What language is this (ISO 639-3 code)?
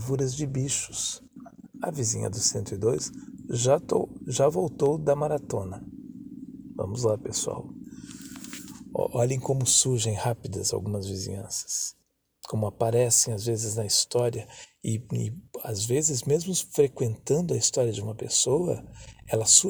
por